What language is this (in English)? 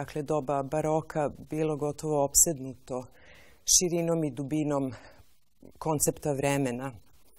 Serbian